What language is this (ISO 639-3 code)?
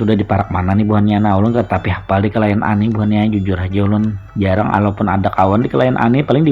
bjn